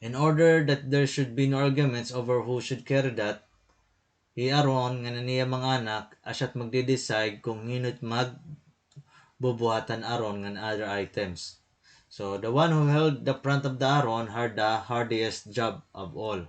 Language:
Waray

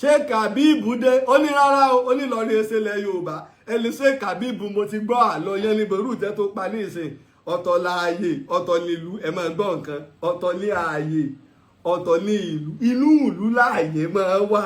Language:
Yoruba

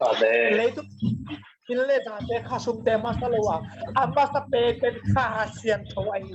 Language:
Tedim Chin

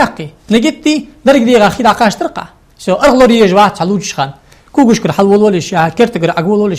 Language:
Ingush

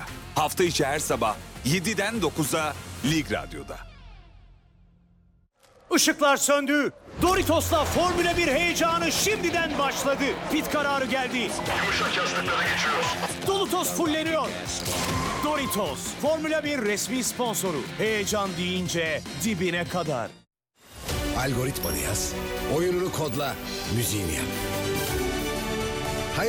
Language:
Turkish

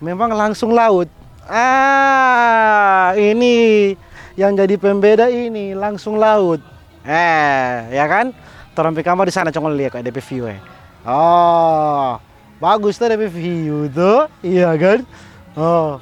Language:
Manado Malay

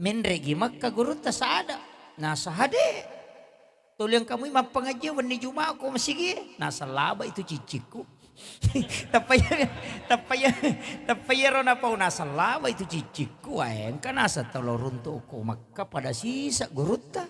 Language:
Buginese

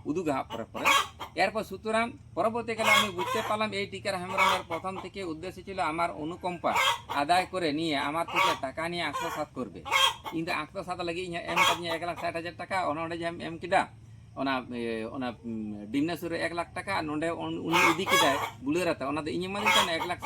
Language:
Santali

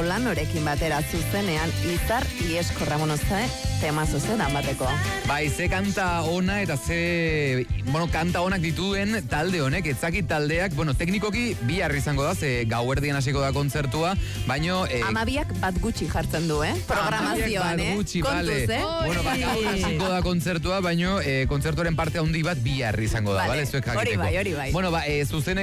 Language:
Basque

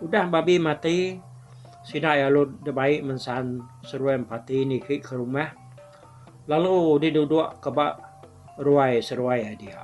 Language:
Iban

